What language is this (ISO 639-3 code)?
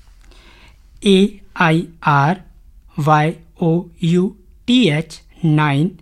hne